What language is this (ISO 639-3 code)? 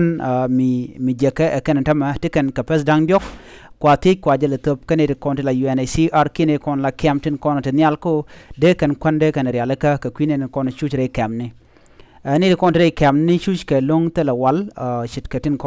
nus